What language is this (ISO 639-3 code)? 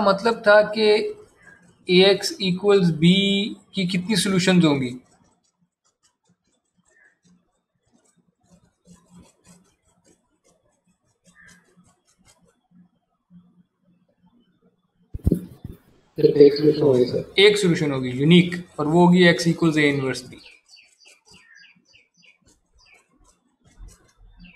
hin